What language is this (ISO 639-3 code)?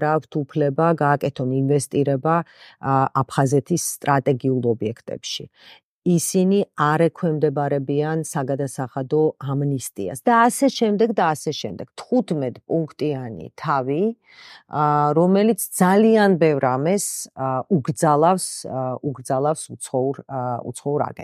kat